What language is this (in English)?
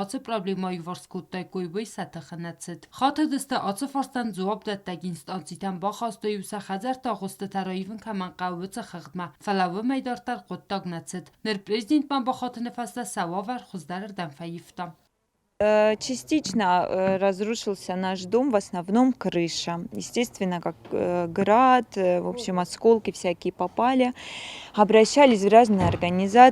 Ossetic